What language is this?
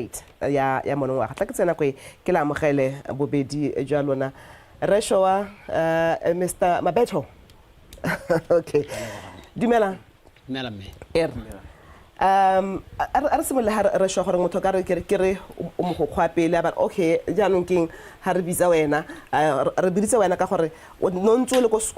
Tswana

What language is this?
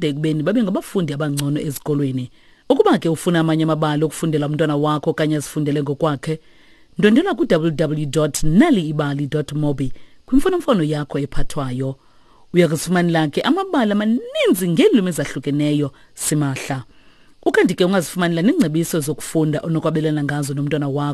Xhosa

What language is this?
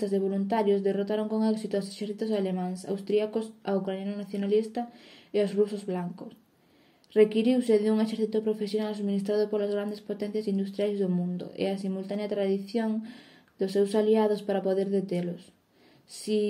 Galician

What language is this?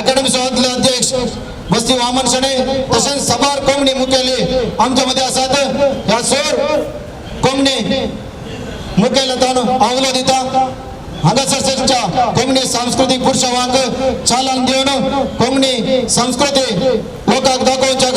Konkani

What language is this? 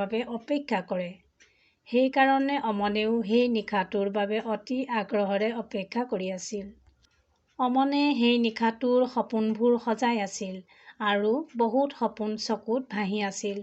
Assamese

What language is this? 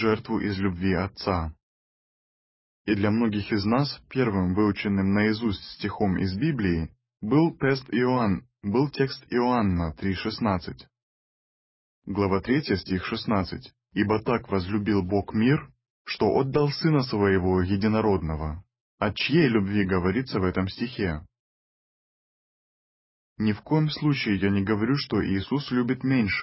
Russian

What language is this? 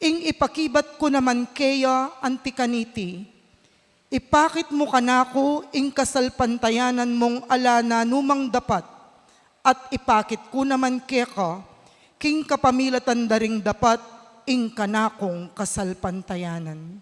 Pampanga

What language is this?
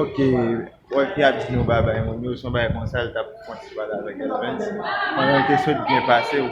Haitian Creole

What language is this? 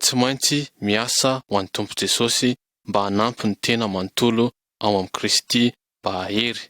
Malagasy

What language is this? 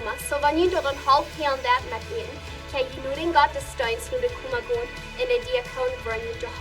Plautdietsch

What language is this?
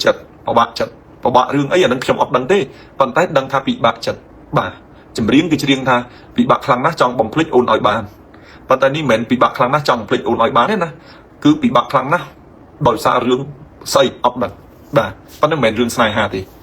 Khmer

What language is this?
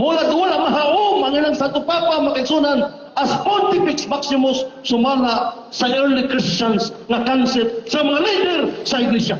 Cebuano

